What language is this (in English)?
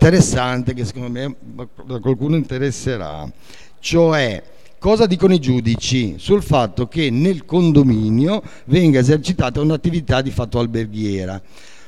Italian